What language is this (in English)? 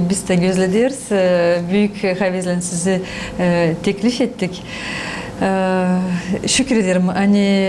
Gagauz